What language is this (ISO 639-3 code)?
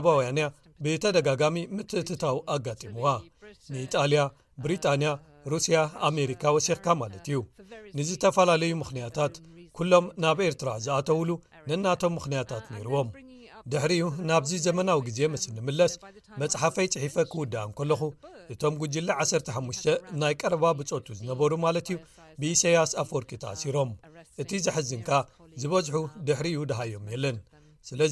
tir